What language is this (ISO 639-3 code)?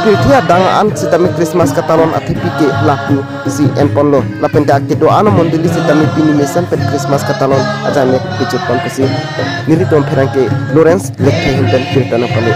mjw